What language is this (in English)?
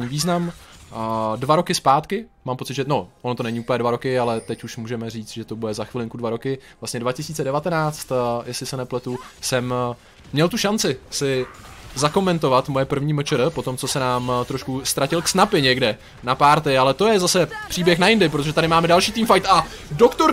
Czech